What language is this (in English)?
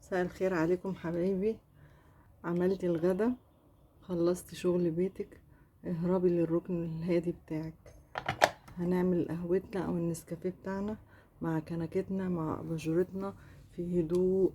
Egyptian Arabic